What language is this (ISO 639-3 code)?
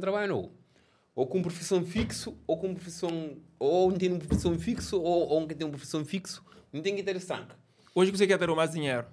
kea